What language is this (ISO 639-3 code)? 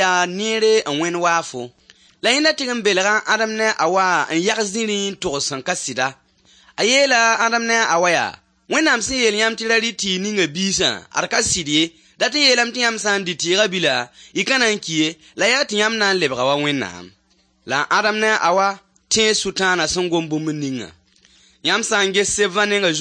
mos